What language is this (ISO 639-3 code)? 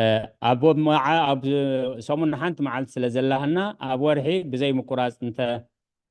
tir